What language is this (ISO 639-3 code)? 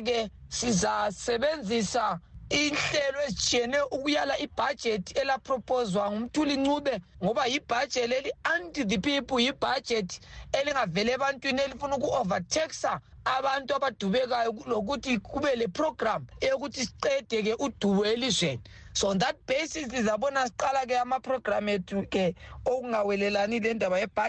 nde